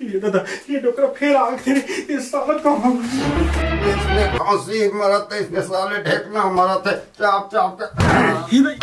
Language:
Chhattisgarhi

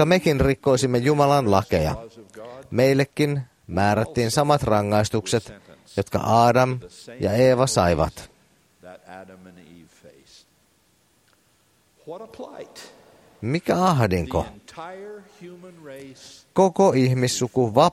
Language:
Finnish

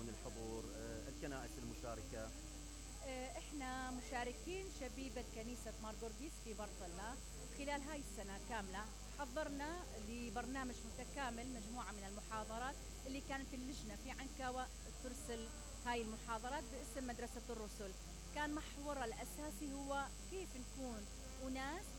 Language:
Mesopotamian Arabic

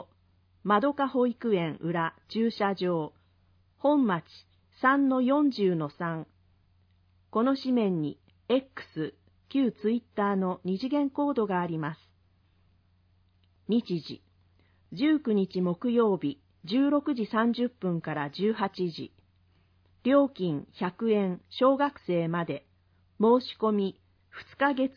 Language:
Japanese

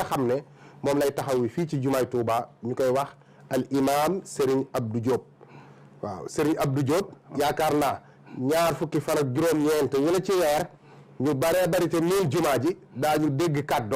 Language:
Wolof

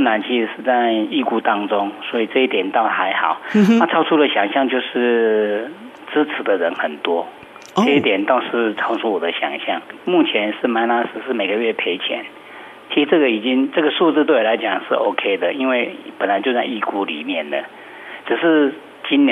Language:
Chinese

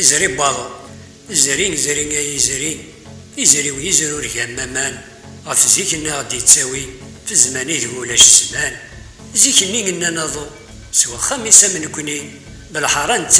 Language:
Kabyle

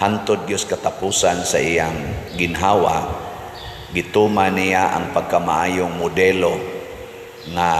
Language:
Cebuano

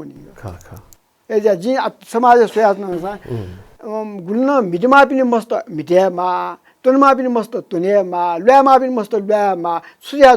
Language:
Newari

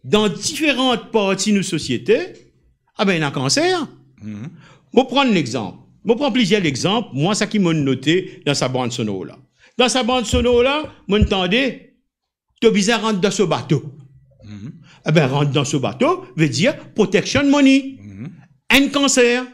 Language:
Morisyen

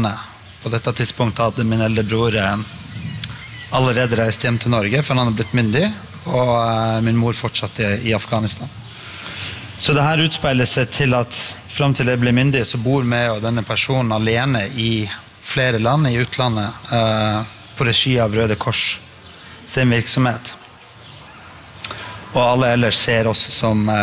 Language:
Norwegian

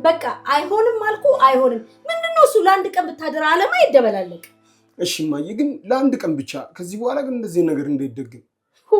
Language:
Amharic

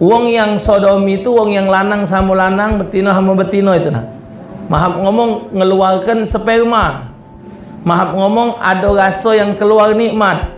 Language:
Musi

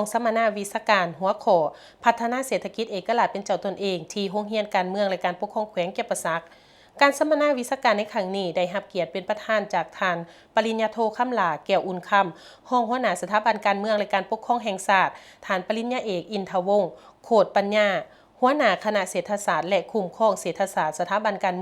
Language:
Lao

